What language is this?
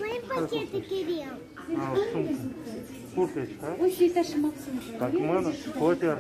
Crimean Tatar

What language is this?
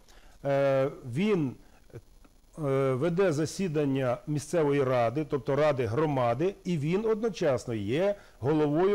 Ukrainian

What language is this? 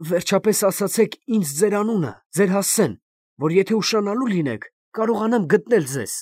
Armenian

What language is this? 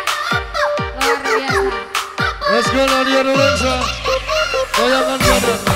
Javanese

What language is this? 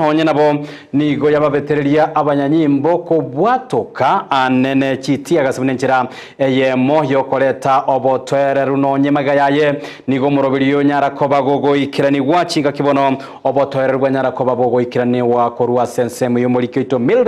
Gusii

